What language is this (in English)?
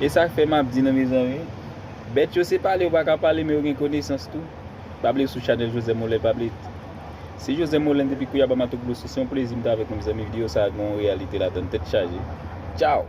Haitian Creole